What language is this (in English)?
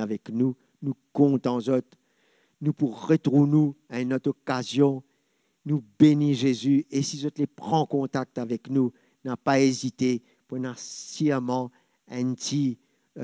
Morisyen